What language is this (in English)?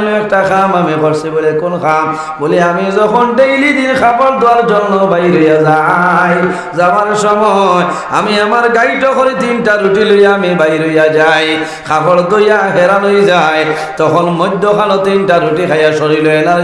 Sylheti